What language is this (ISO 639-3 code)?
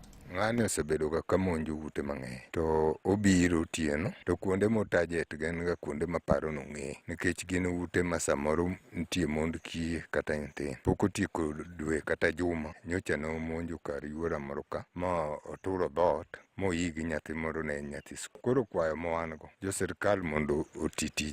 luo